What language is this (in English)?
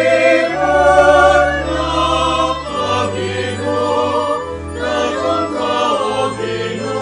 Pampanga